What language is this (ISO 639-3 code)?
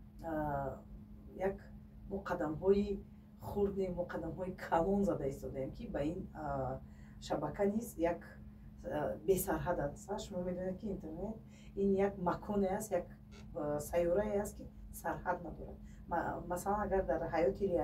tgk